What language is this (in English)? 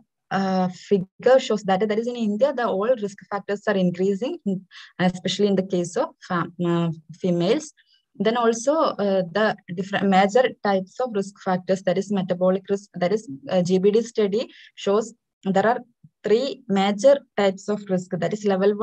English